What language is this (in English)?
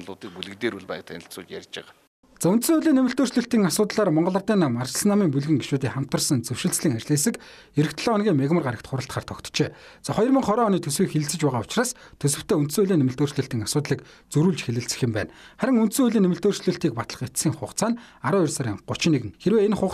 Mongolian